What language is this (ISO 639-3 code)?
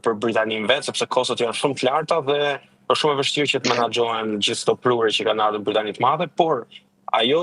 sqi